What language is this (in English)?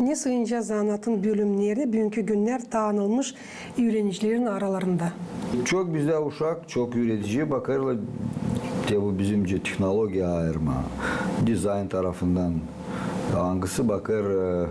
Gagauz